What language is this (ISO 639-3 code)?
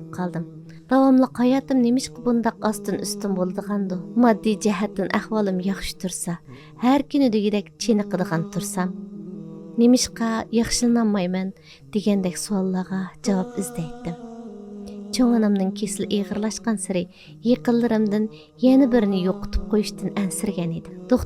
uig